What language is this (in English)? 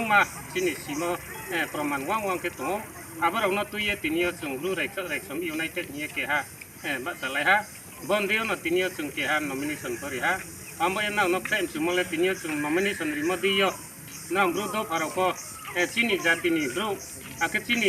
Riang (India)